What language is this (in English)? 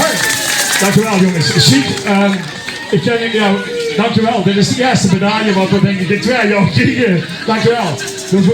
Limburgish